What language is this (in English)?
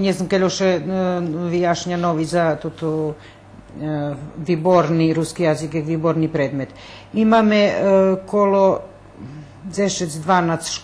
Rusyn